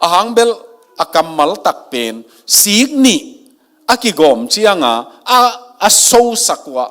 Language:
Tedim Chin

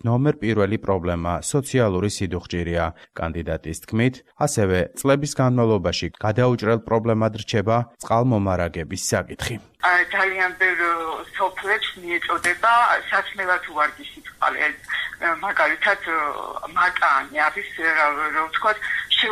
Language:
Georgian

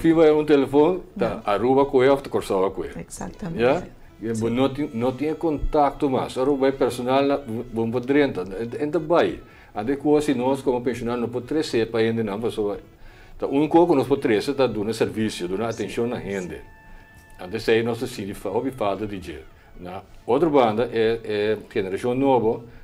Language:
Papiamento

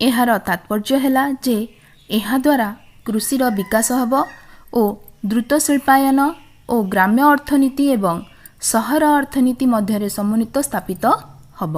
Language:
Odia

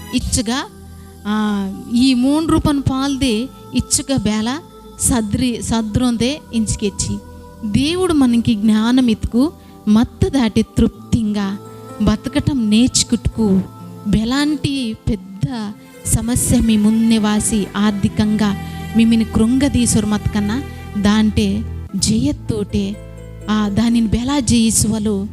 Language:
Koya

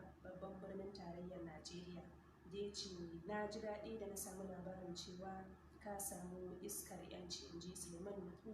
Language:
Hausa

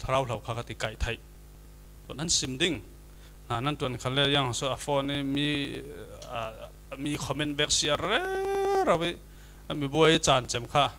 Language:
Falam Chin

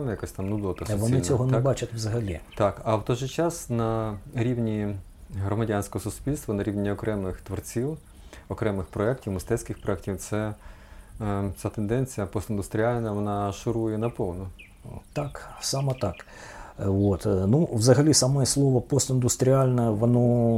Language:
Ukrainian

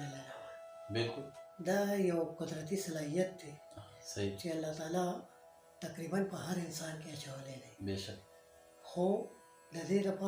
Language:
Pashto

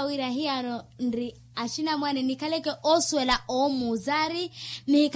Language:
Makhuwa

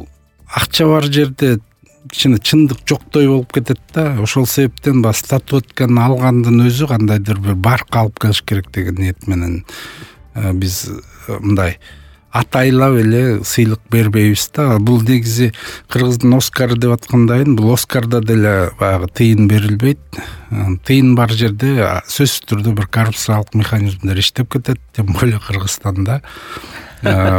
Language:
Kyrgyz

